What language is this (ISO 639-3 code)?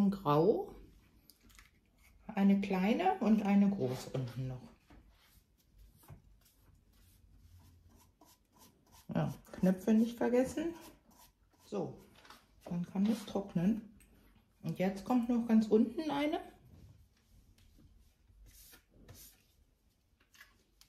deu